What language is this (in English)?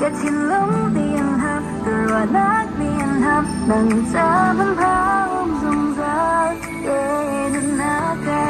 Hakha Chin